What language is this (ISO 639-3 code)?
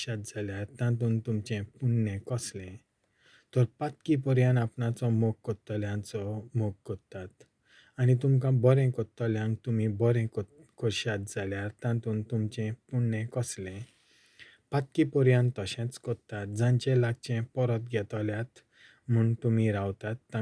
kok